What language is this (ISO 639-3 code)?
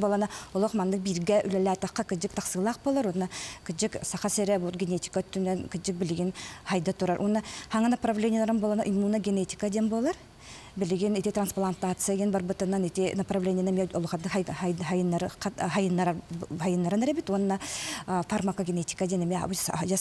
sah